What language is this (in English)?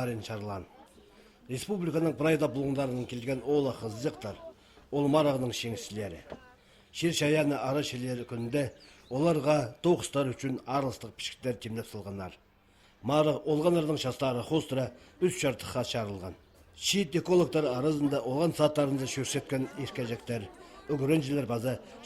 Khakas